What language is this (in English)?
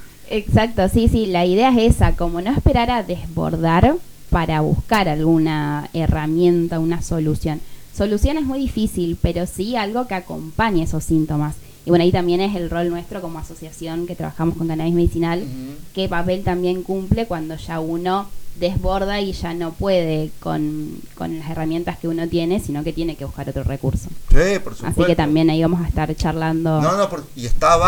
Spanish